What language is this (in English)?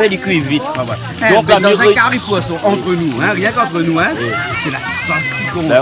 Réunion Creole French